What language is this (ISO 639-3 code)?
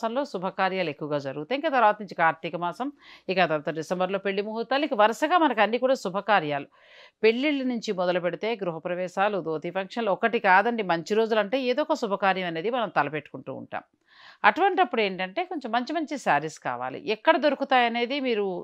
tel